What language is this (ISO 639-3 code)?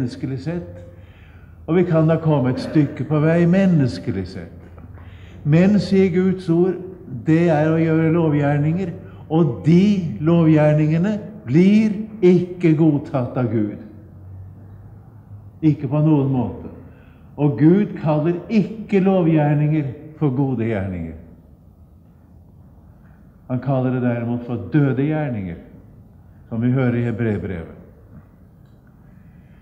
nor